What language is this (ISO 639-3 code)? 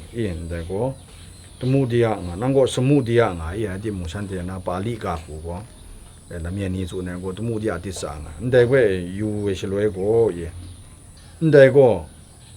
kac